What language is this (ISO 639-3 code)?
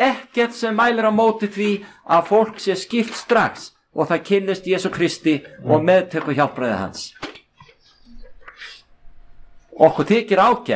isl